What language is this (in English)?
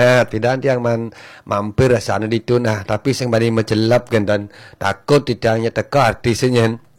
Balinese